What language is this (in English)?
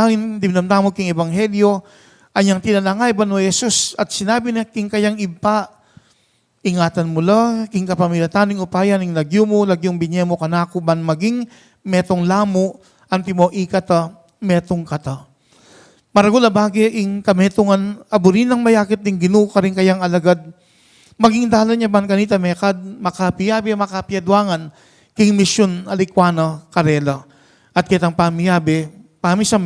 Pampanga